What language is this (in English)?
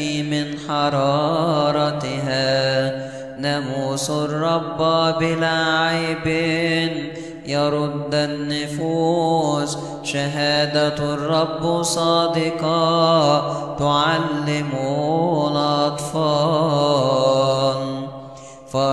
Arabic